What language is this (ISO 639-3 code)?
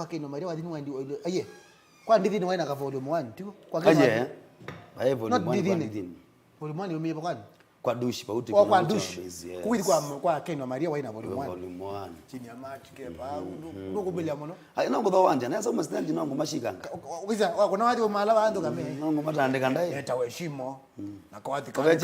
kam